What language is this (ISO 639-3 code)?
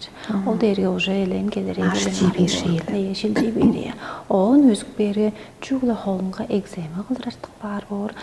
tyv